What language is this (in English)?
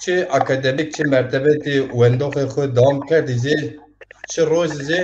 Zaza